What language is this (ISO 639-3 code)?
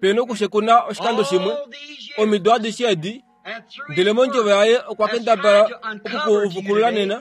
kua